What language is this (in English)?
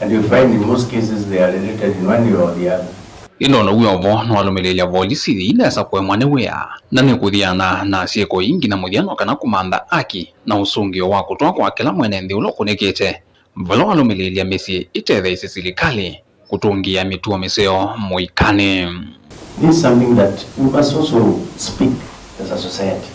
Kamba